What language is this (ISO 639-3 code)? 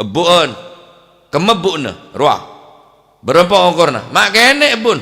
mad